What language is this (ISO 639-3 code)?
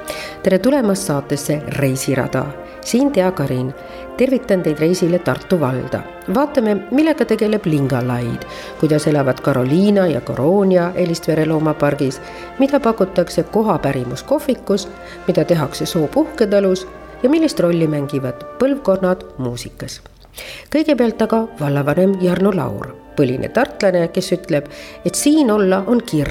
est